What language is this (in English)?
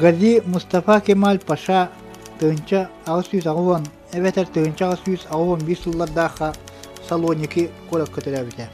Yakut